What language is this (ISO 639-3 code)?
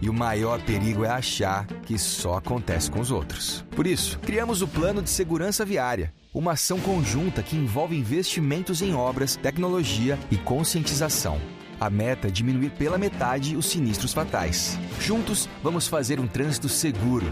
por